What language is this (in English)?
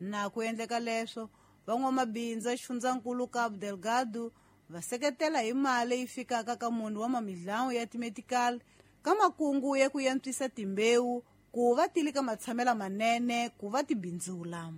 Tsonga